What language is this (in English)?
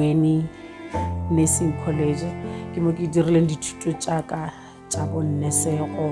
Northern Sotho